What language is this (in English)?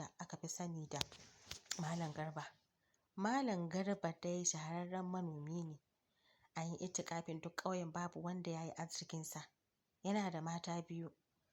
Hausa